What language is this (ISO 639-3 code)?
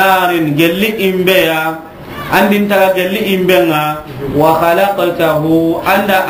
snk